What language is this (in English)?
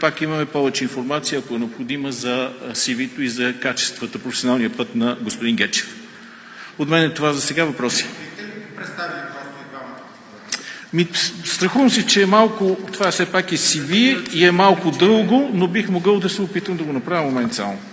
Bulgarian